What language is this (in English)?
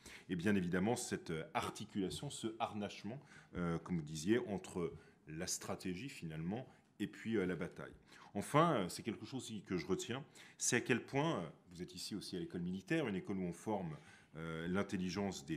French